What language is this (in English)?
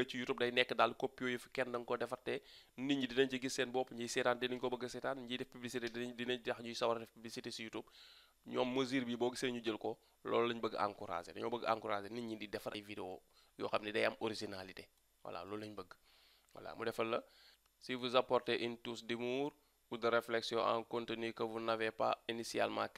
Wolof